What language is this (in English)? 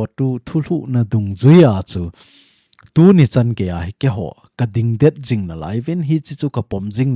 Thado Chin